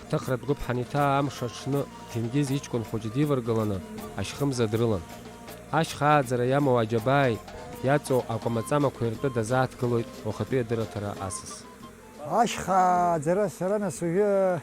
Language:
Abkhazian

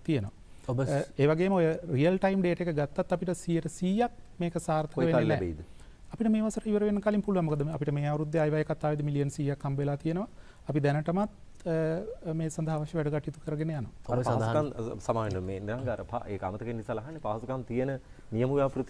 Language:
Sinhala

